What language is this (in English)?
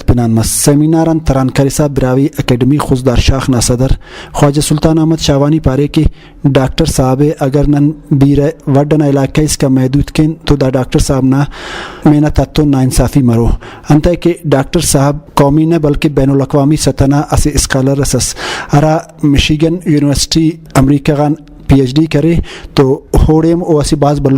Brahui